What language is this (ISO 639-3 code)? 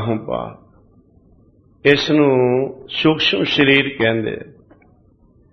pan